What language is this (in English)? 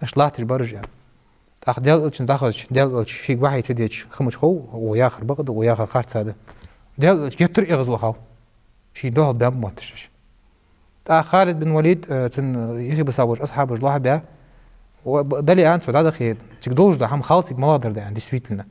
Ingush